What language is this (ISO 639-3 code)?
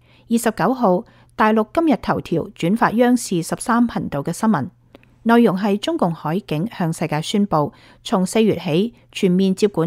yue